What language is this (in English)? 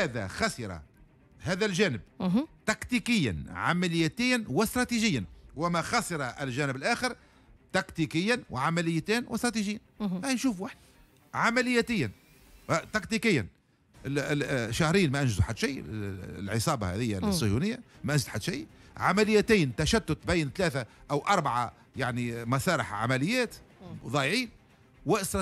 Tunisian Arabic